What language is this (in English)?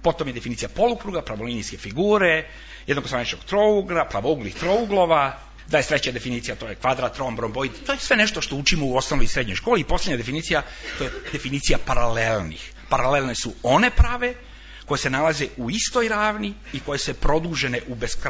Serbian